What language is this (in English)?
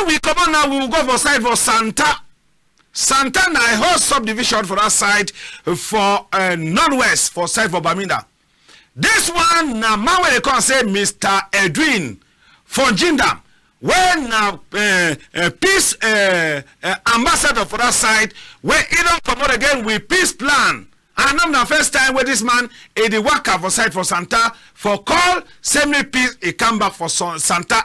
Cameroon Pidgin